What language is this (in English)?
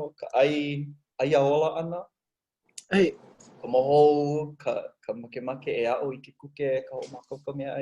Hawaiian